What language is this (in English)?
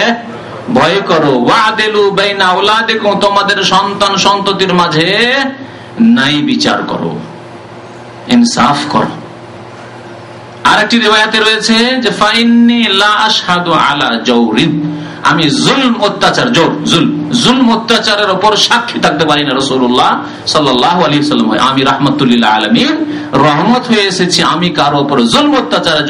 Bangla